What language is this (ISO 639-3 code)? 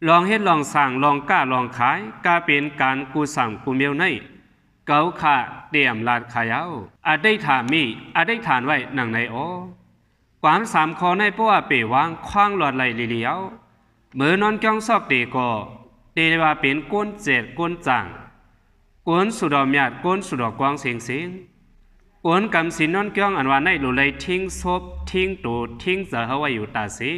shn